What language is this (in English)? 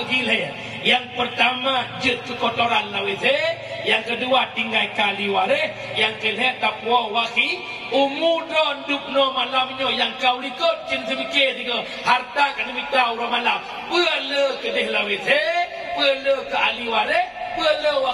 Achinese